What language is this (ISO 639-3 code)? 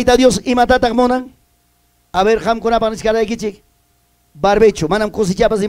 quy